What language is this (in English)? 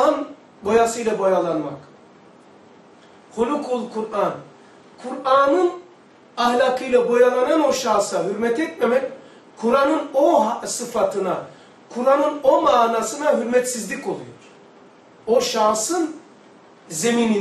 Turkish